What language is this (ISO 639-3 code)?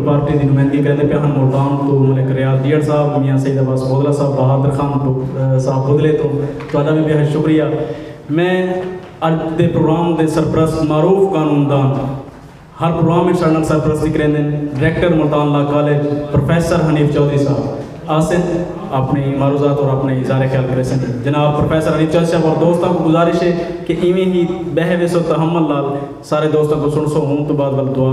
skr